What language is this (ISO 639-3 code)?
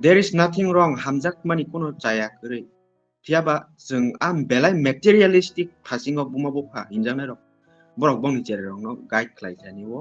trp